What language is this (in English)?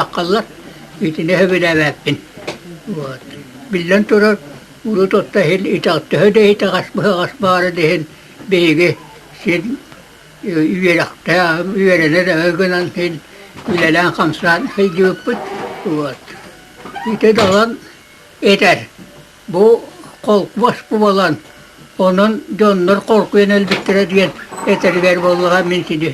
Yakut